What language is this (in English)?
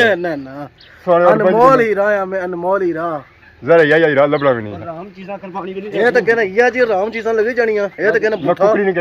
Pahari-Potwari